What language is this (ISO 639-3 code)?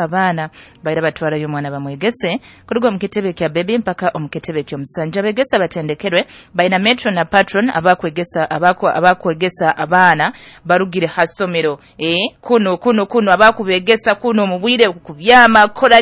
nyo